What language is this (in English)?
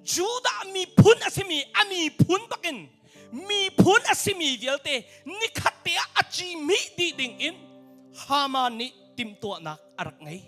Hakha Chin